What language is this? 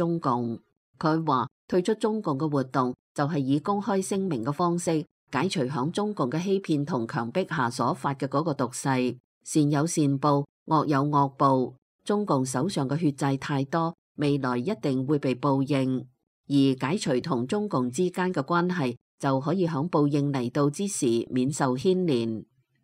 Cantonese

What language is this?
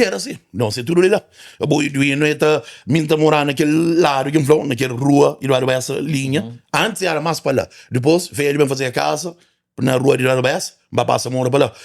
Kabuverdianu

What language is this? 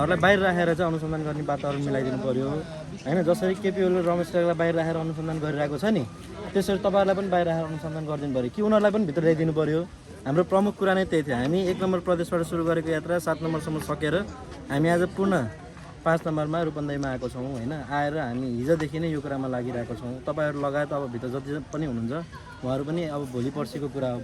Nepali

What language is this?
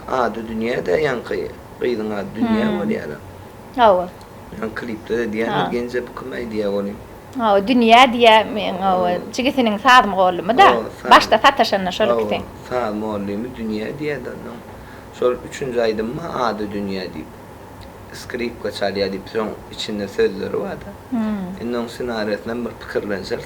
Turkmen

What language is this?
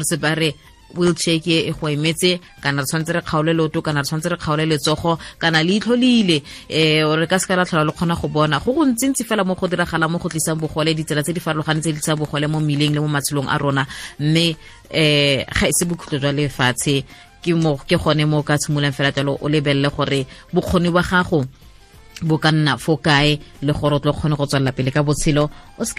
Tswana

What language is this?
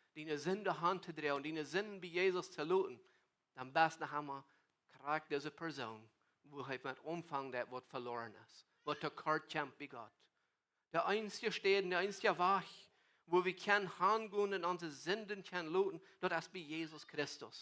Plautdietsch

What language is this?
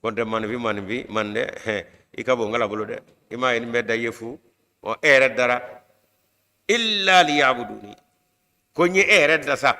Bambara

